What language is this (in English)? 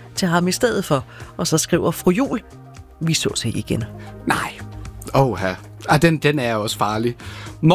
Danish